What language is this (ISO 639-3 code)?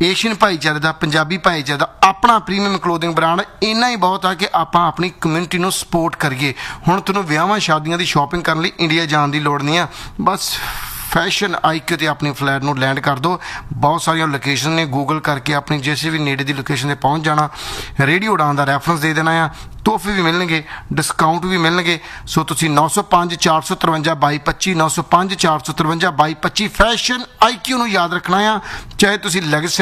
pan